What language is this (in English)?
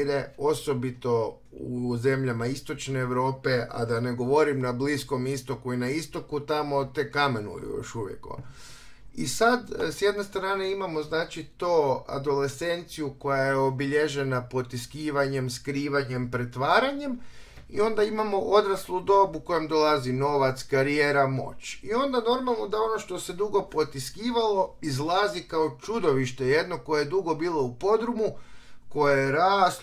Croatian